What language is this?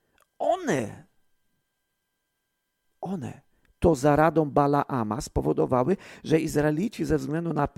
Polish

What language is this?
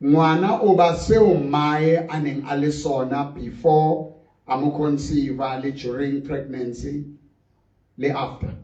Southern Sotho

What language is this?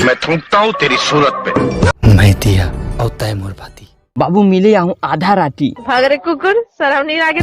Chhattisgarhi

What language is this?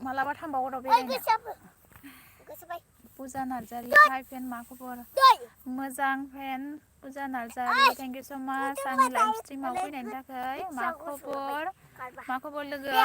Bodo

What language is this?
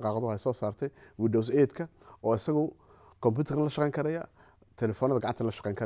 Somali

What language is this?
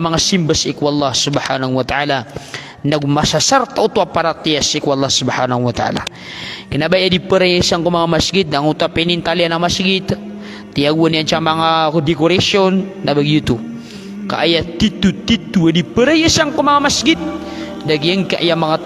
Maranao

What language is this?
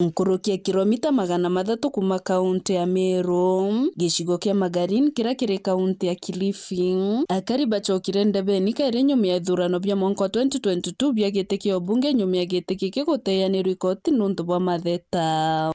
Meru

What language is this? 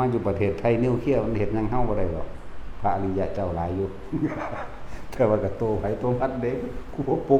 Lao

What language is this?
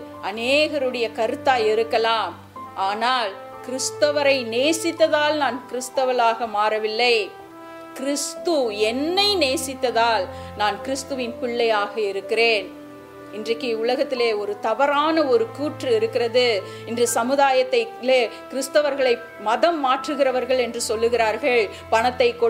Tamil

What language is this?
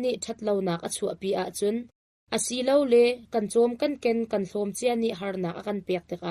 Hakha Chin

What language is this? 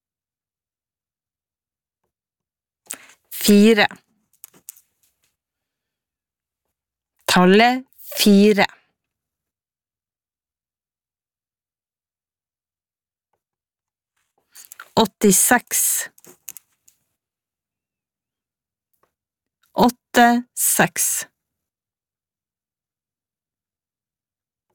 Norwegian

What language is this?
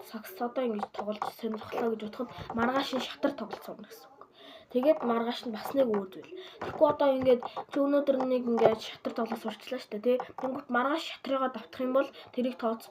Mongolian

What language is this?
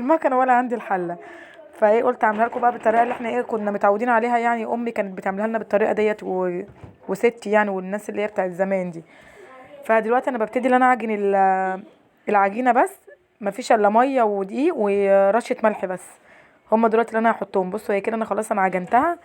Egyptian Arabic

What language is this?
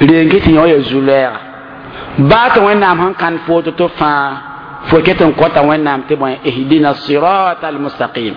Mossi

